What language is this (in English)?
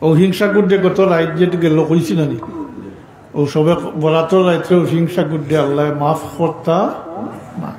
Sylheti